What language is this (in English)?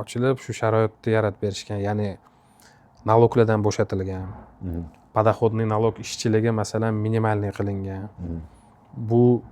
Uzbek